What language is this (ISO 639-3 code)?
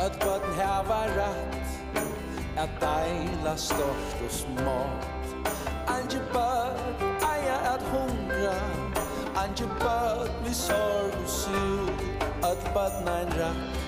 fao